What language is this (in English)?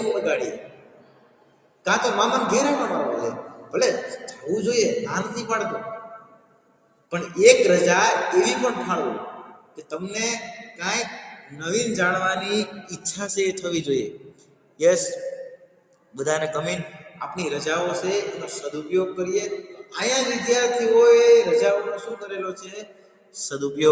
Gujarati